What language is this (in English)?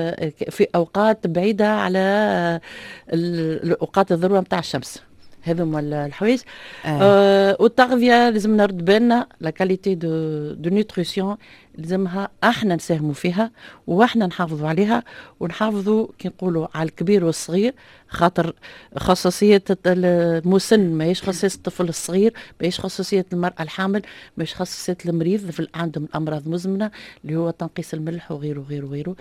Tunisian Arabic